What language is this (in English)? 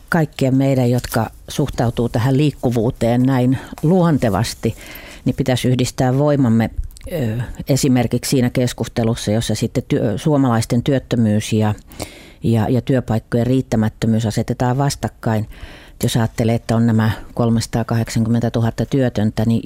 Finnish